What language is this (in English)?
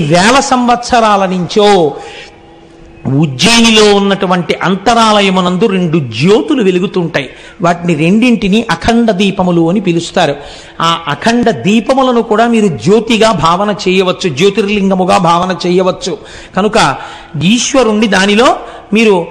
Telugu